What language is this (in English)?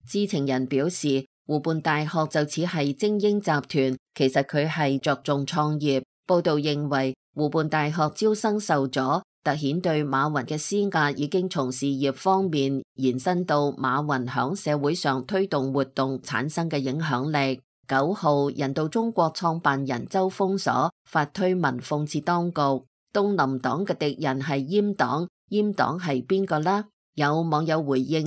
Cantonese